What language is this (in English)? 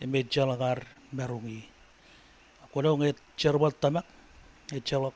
Marshallese